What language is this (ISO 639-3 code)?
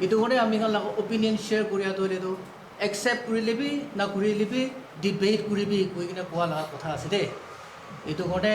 nag